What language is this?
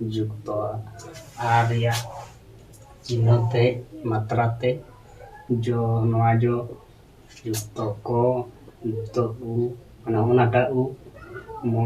Santali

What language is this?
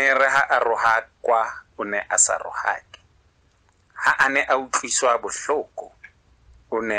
Southern Sotho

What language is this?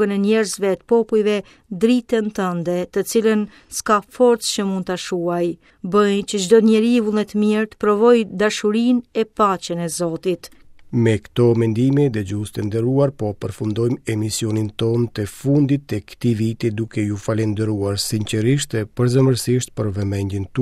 Albanian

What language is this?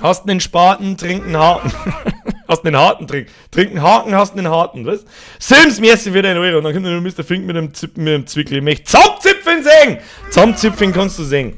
Bavarian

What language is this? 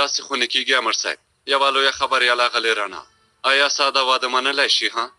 Pashto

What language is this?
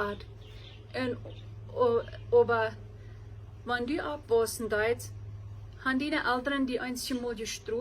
Plautdietsch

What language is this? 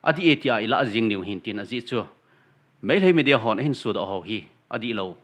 Thado Chin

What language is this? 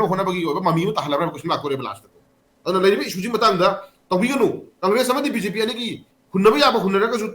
Manipuri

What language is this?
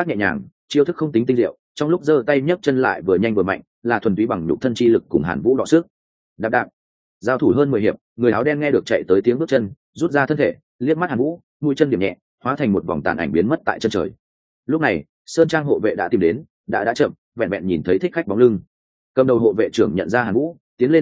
Vietnamese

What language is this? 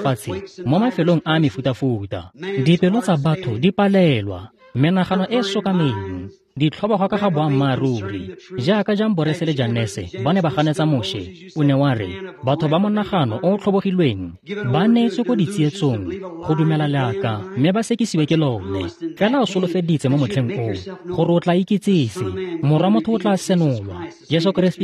Tswana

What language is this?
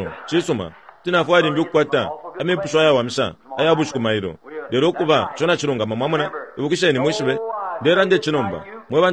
Bemba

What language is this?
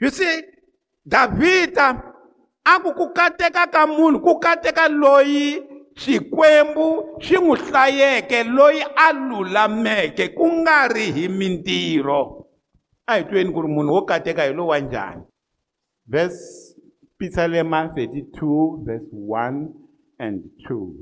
Tsonga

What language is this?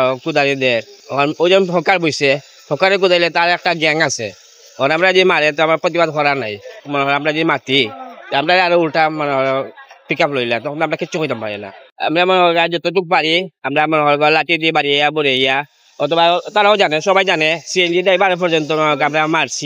Sylheti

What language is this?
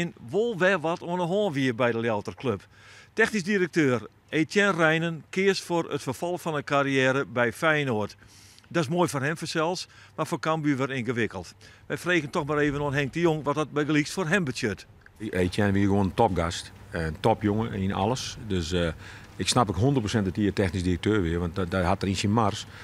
Western Frisian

